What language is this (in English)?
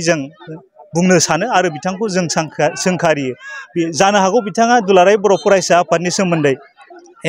Bodo